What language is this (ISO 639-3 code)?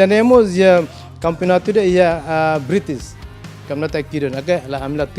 tet